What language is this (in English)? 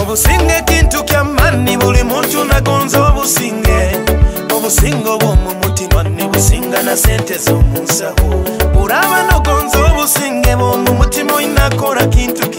Nyoro